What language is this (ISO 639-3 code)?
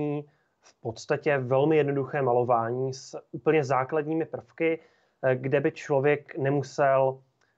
ces